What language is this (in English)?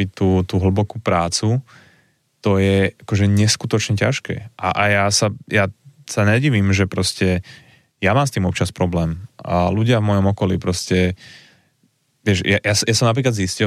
Slovak